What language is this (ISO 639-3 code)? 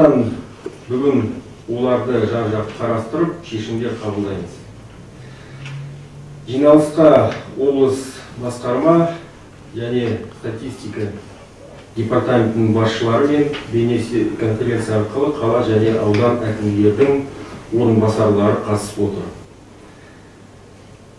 kaz